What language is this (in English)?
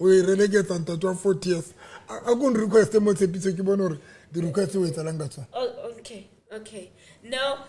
Southern Sotho